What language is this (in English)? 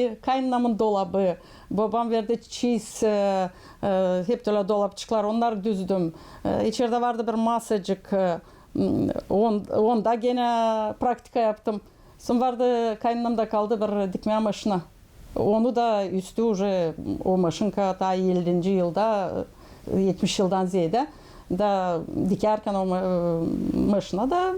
Gagauz